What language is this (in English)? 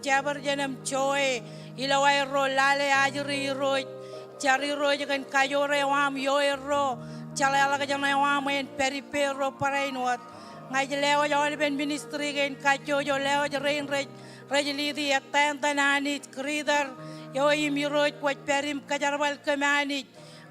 Marshallese